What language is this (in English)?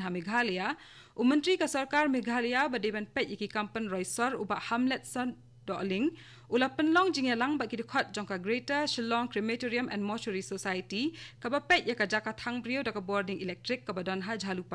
Khasi